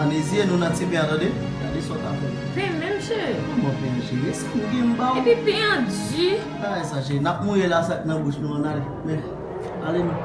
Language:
Haitian Creole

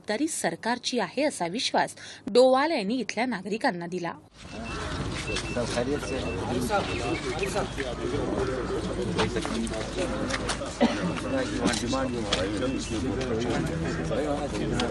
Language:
Marathi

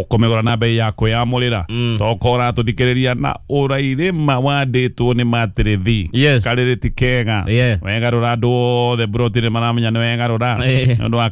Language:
Kikuyu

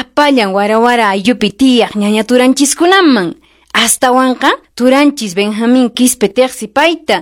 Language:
Quechua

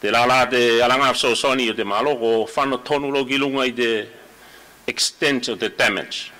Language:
Tuvalu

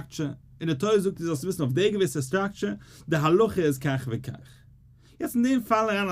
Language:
Yiddish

